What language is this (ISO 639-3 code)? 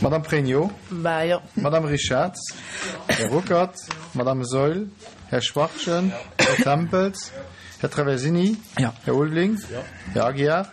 ltz